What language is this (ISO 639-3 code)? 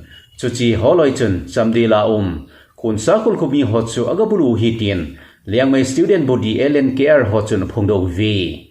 tcz